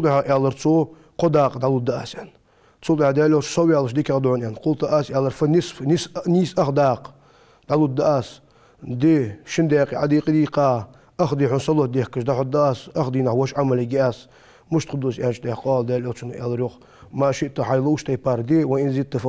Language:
Ingush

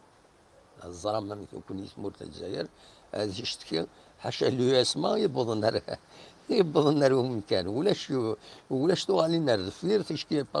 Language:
Kabyle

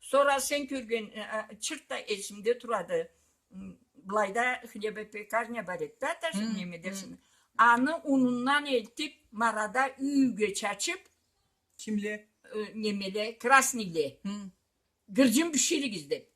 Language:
Karachay-Balkar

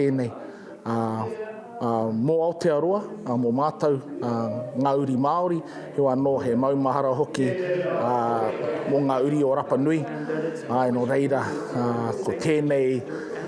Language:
Māori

